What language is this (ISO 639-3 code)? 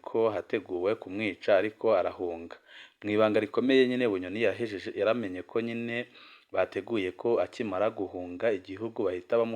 run